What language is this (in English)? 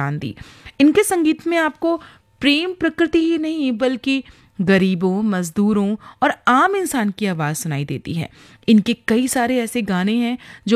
Hindi